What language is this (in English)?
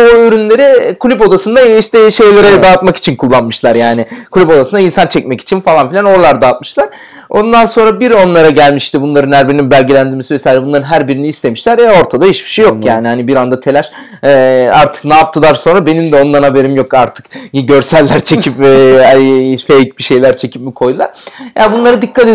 Turkish